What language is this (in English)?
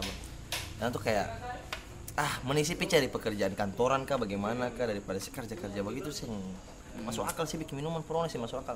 Ambonese Malay